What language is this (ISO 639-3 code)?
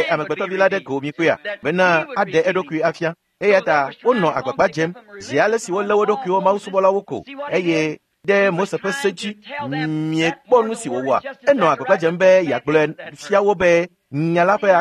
ewe